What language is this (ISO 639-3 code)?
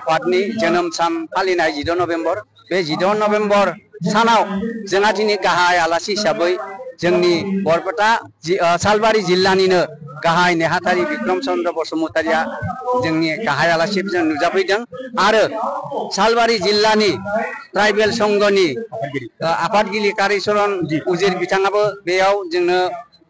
brx